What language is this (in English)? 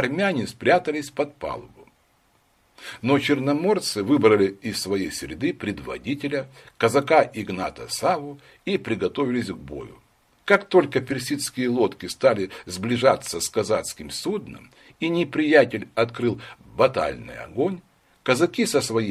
Russian